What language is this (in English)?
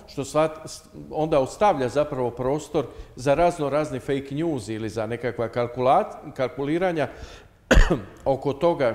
Croatian